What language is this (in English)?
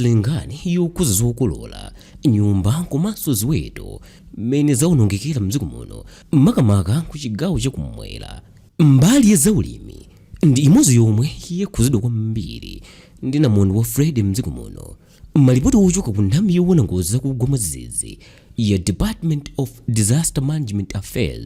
Nyanja